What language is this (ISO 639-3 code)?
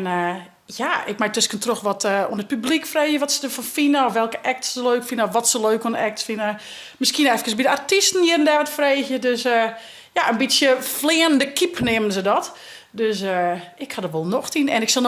fry